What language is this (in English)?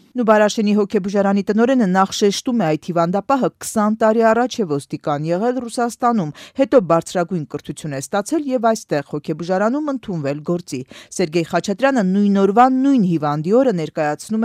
Armenian